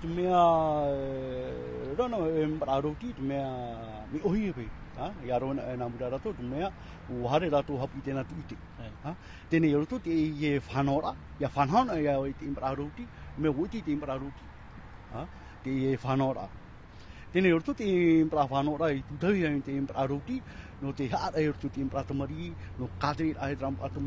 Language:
Tahitian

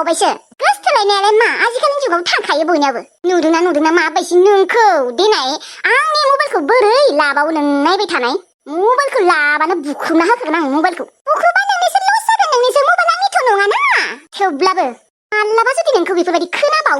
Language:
Bodo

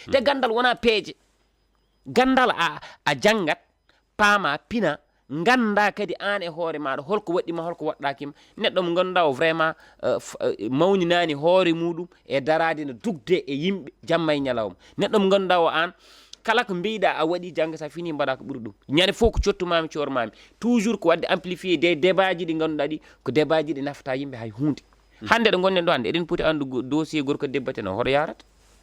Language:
Fula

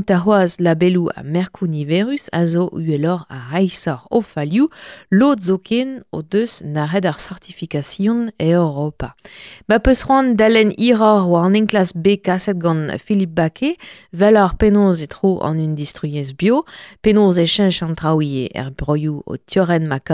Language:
Breton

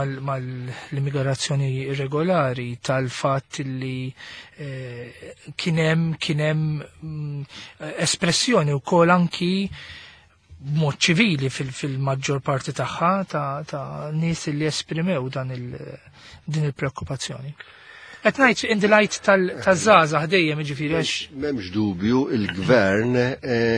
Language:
Maltese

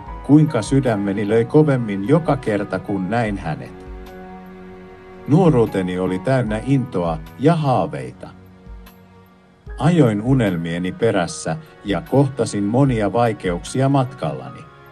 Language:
Finnish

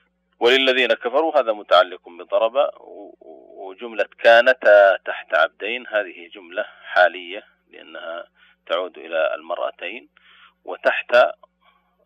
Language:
Arabic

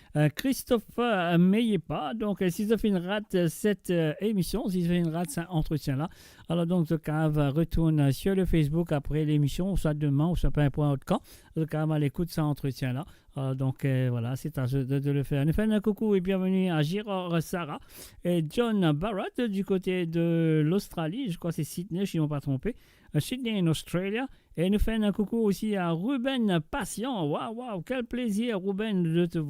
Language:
Morisyen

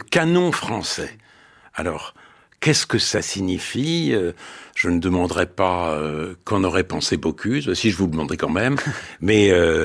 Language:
French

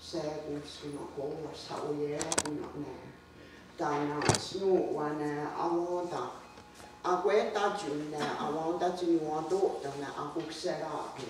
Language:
Mohawk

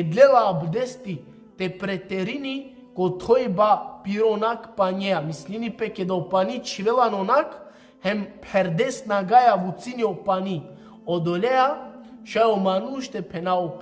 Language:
Balkan Romani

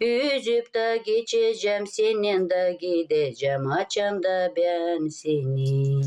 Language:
Gagauz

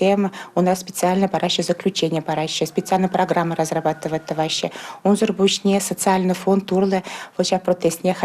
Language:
Chuvash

